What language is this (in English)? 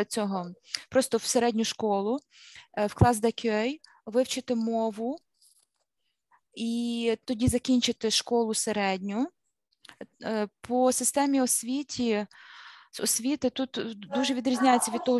Ukrainian